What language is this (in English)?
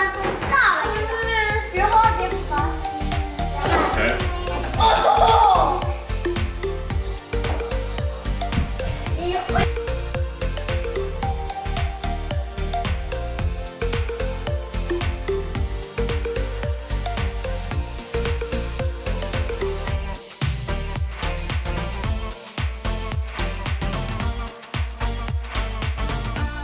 Swedish